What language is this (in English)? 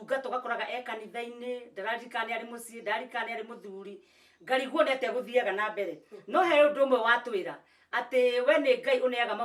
Kikuyu